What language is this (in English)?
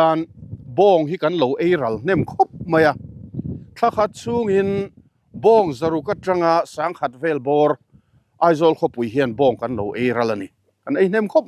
Mizo